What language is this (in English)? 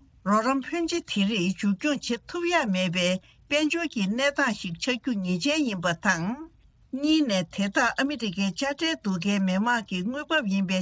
Tibetan